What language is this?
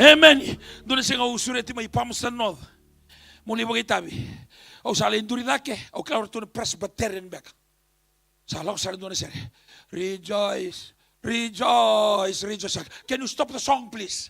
Fijian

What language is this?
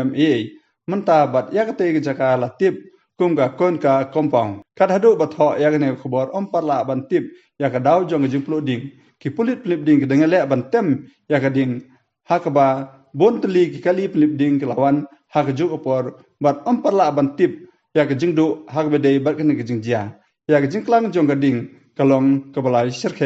Khasi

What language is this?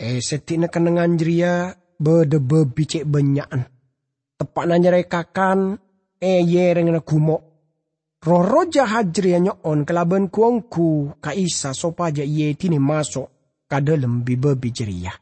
Madurese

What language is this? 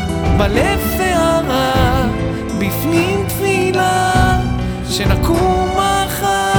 Hebrew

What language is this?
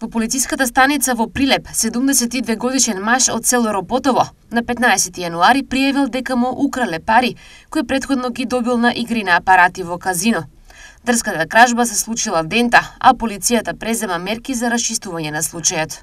Macedonian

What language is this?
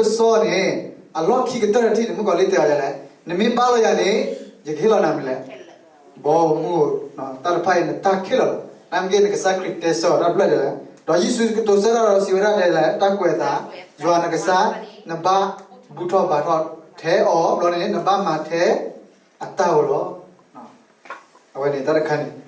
S'gaw Karen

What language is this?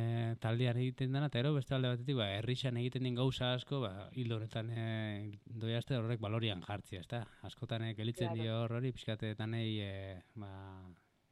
Basque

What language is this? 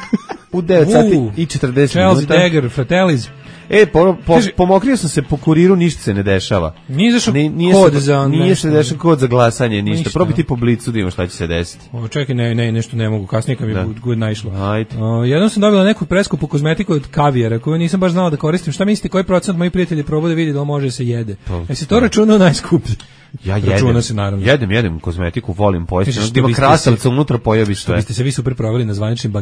Serbian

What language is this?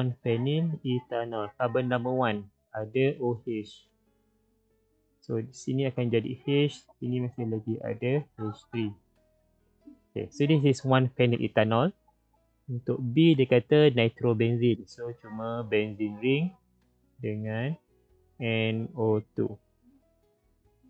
Malay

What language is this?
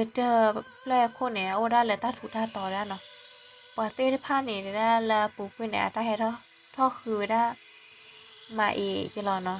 S'gaw Karen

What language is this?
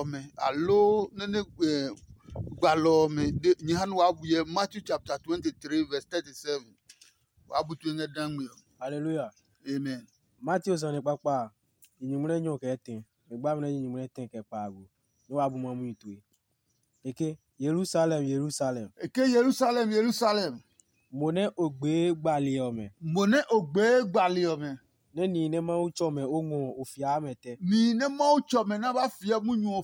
Adangme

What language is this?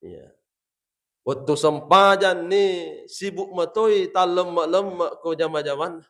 Buginese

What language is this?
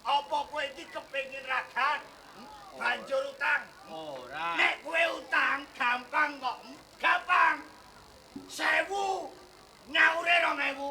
Javanese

